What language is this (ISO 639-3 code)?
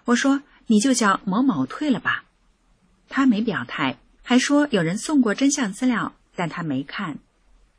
zho